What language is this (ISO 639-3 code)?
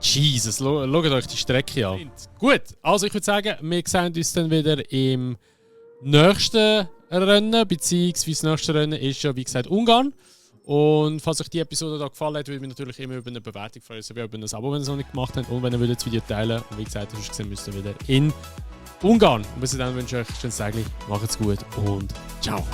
gsw